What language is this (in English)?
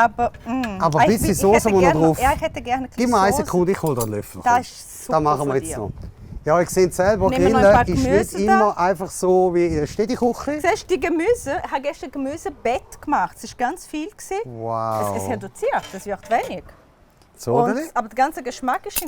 Swiss German